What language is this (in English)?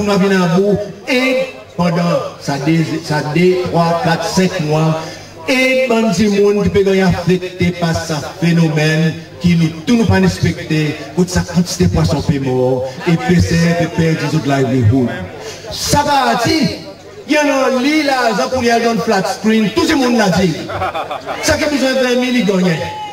Seselwa Creole French